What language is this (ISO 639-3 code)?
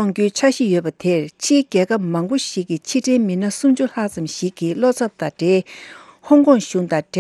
bod